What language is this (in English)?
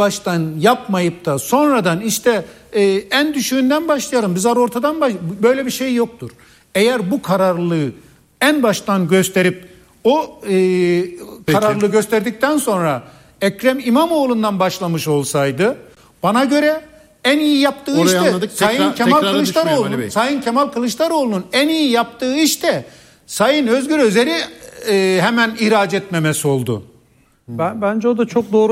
Turkish